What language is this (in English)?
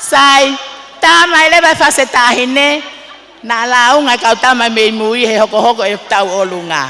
Tongan